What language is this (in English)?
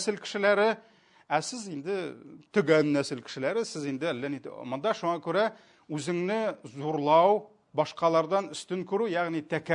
Tatar